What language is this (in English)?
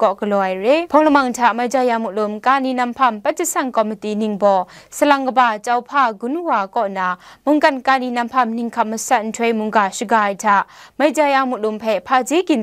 Kachin